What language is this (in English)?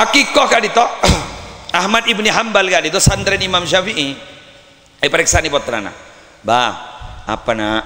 Madurese